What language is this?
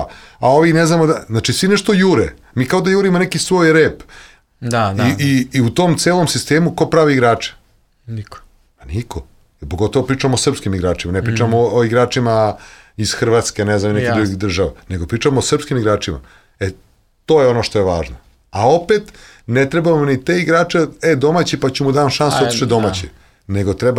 Serbian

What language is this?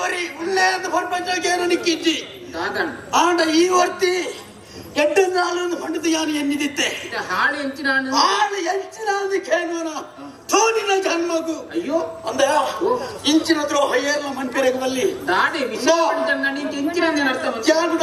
Tulu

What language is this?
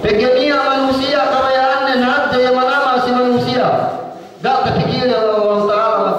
Yakan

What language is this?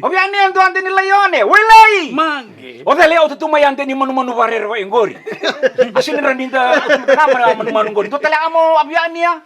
Fijian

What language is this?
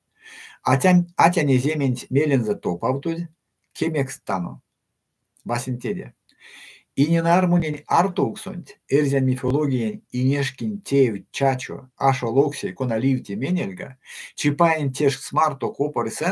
Erzya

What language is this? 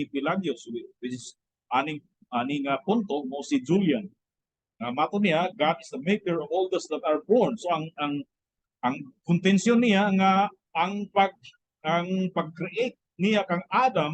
Cebuano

